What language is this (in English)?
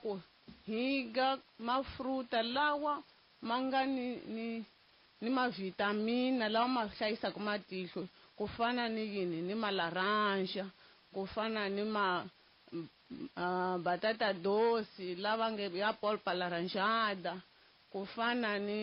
Tsonga